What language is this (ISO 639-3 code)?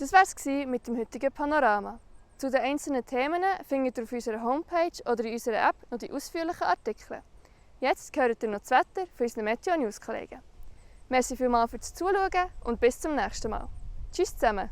gsw